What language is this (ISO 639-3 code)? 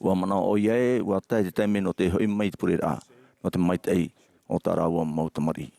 tah